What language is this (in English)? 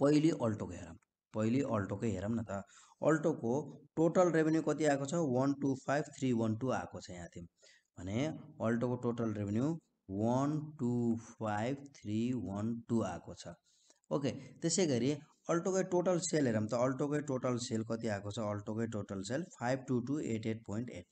Nepali